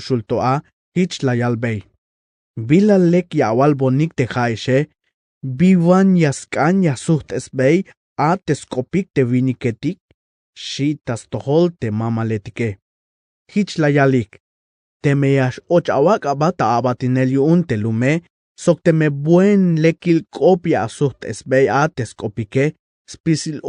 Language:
Tzeltal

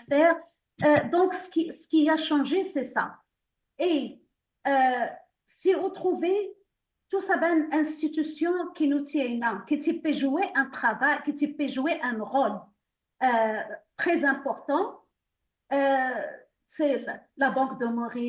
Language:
Morisyen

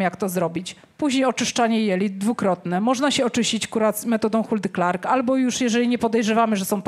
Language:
Polish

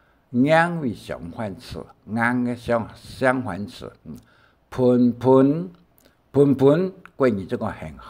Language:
Hakka Chinese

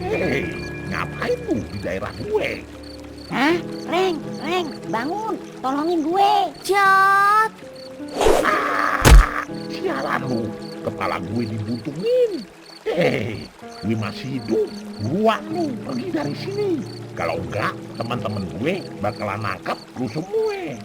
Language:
Betawi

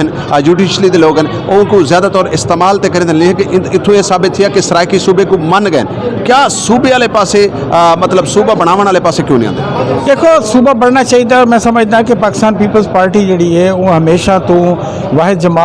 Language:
Saraiki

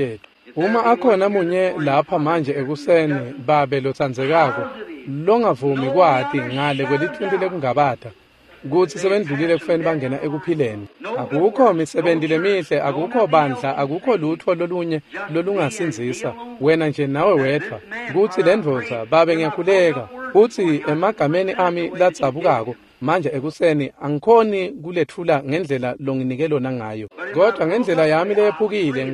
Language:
Swati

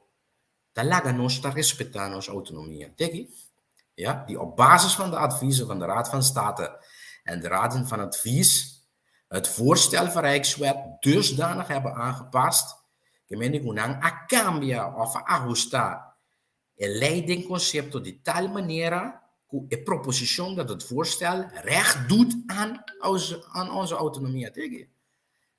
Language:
Papiamento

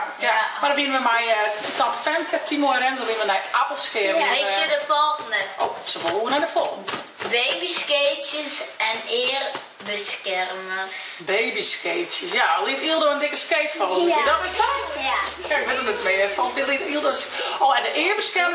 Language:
Western Frisian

